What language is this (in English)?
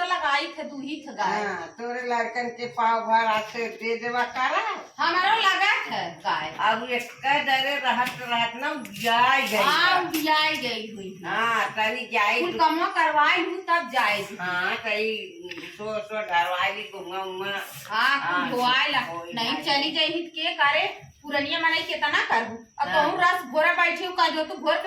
Awadhi